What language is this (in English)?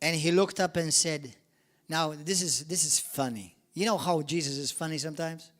English